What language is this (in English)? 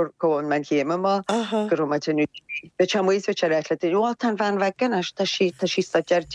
Irish